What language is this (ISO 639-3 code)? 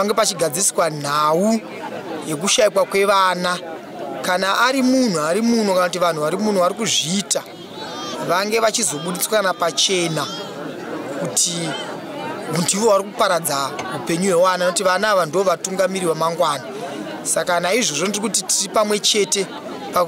sna